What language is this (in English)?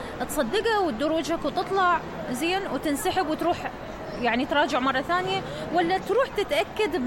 Mesopotamian Arabic